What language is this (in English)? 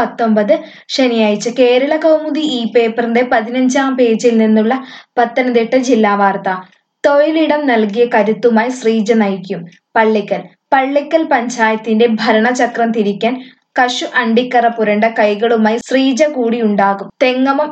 Malayalam